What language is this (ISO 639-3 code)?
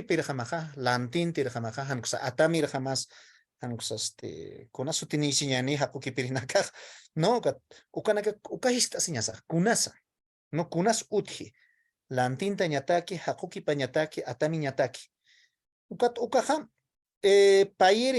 aym